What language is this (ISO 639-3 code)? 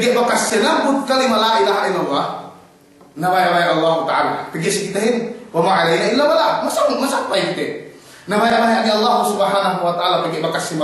yka